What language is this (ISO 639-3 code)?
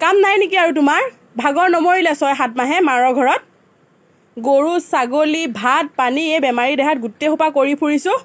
asm